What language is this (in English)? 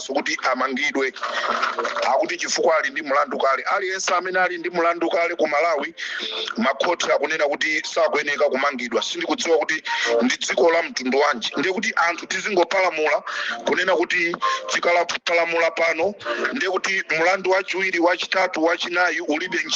Nyanja